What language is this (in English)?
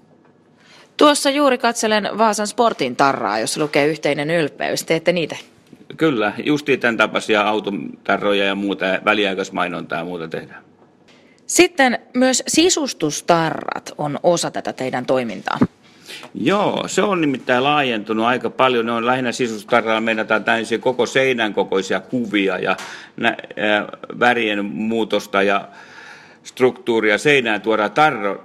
Finnish